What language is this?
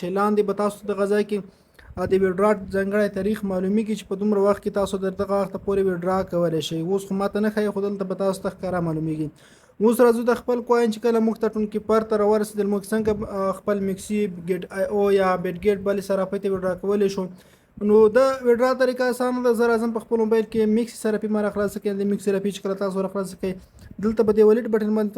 Pashto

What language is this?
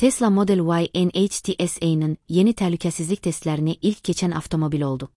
Azerbaijani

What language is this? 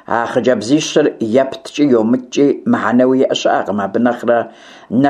Kabardian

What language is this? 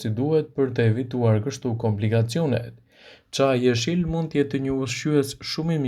Albanian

